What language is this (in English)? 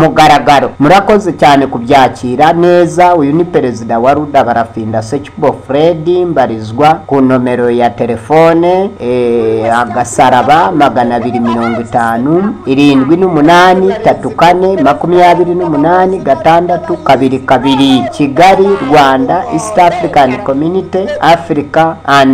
Kinyarwanda